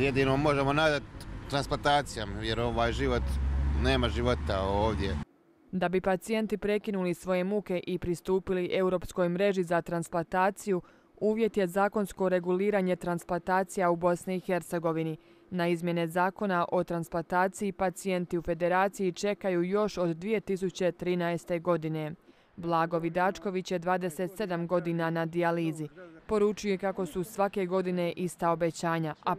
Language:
Croatian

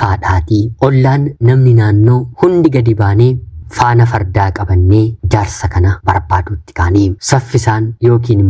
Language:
Oromo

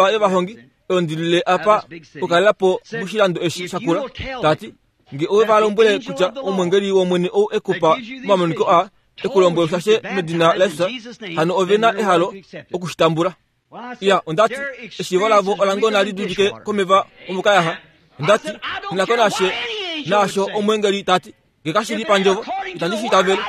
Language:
Kuanyama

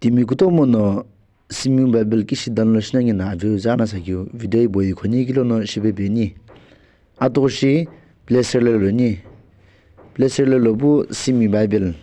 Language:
Sumi Naga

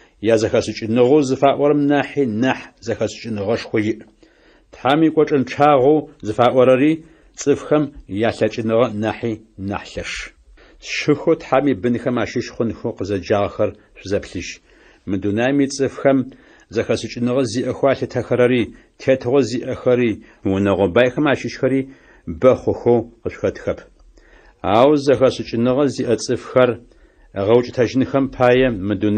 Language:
Adyghe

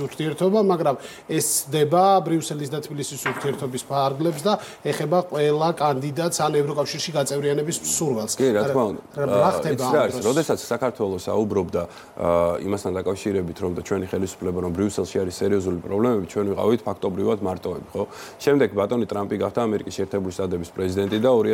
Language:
Georgian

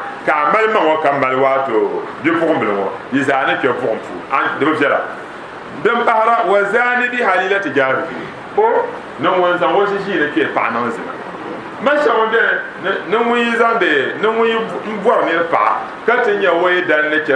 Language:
Dagbani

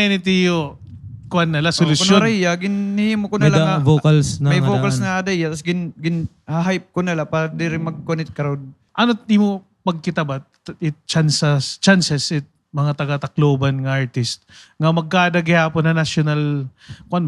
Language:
Waray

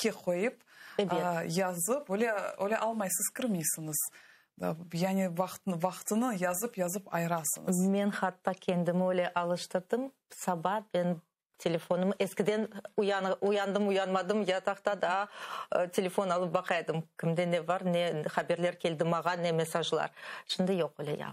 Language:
Crimean Tatar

